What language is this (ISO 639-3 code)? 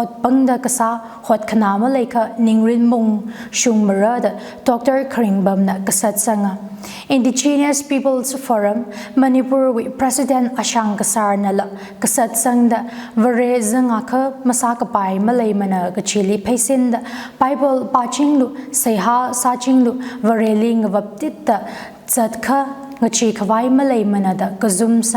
nmf